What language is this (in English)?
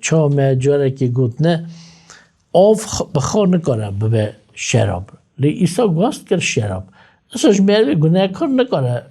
Kurdish